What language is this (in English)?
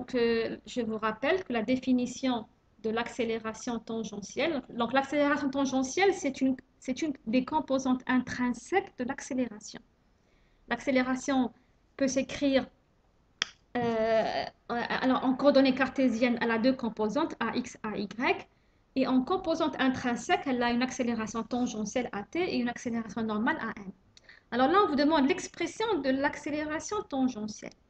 French